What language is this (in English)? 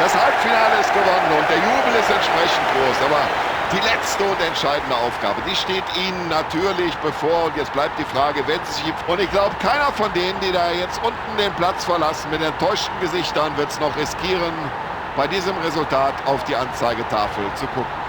Bavarian